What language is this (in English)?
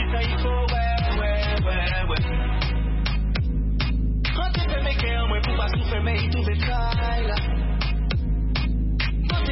French